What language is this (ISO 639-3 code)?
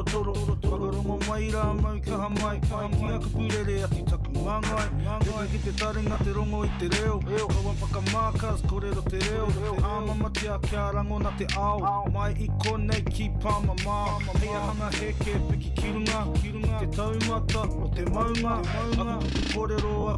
mri